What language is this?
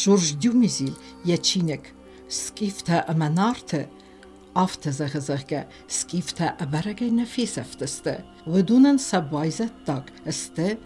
Ossetic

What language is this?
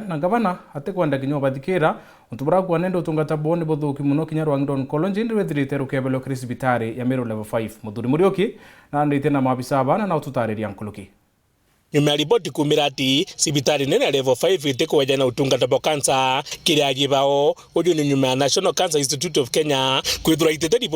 Meru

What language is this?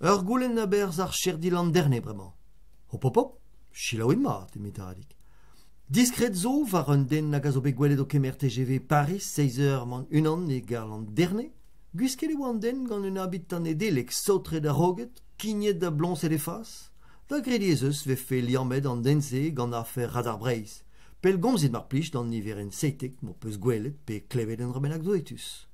Breton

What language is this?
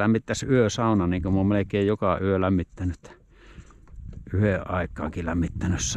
Finnish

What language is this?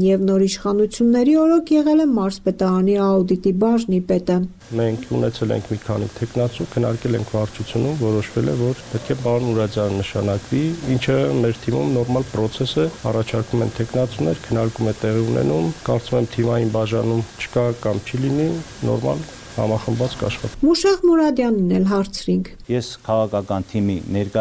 Armenian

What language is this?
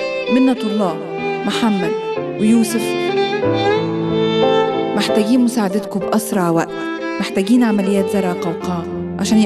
Egyptian Arabic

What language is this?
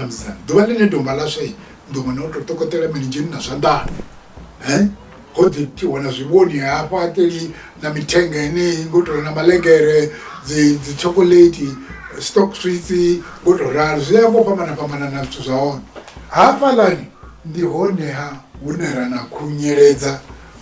Venda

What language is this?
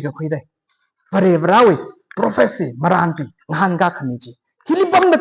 Tangkhul Naga (India)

